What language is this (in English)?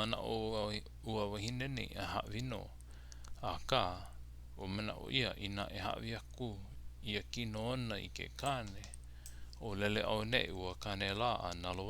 Hawaiian